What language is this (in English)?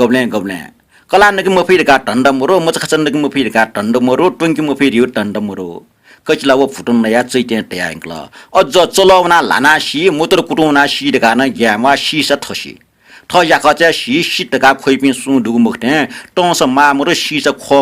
Newari